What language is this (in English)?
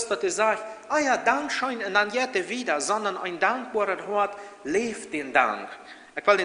Plautdietsch